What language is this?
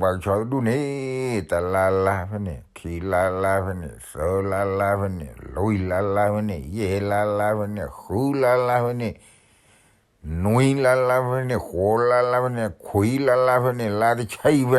S'gaw Karen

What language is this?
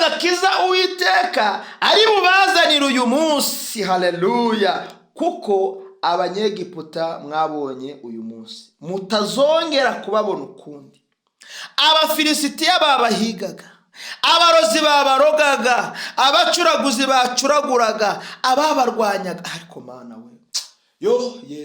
Kinyarwanda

